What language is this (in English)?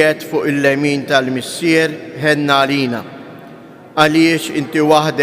Maltese